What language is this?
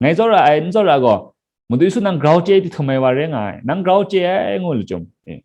Kachin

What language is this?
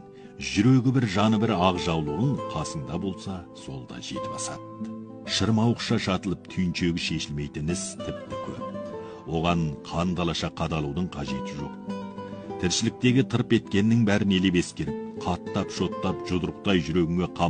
Kazakh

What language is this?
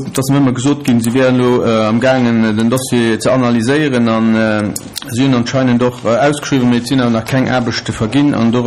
Luxembourgish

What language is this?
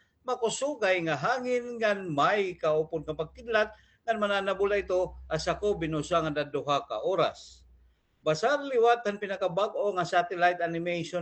Waray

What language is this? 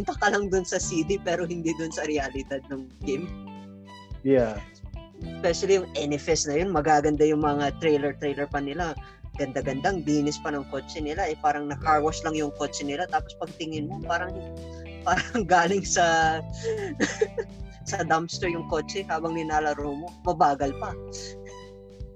Filipino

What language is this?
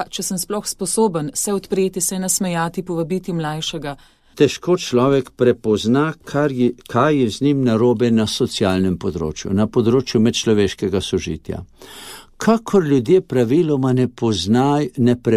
Slovenian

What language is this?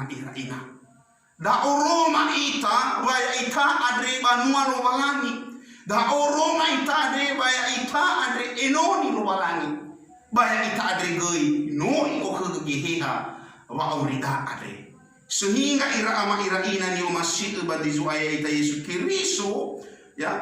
Nias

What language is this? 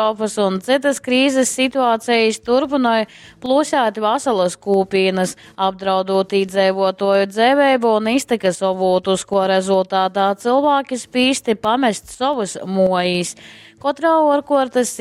Latgalian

